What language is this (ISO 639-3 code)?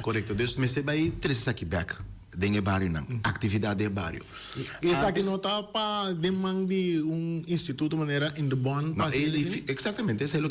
pap